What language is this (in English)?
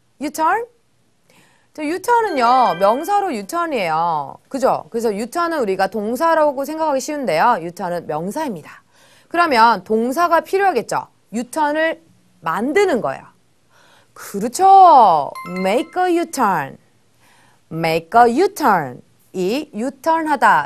Korean